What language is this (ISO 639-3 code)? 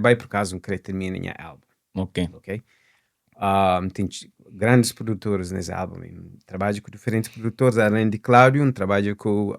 kea